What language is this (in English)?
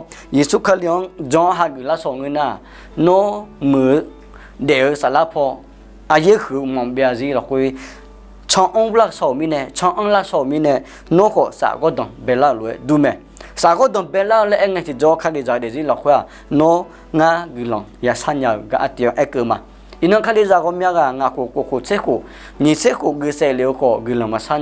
Akha